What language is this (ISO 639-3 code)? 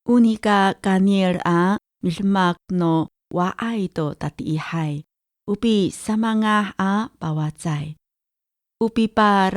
ami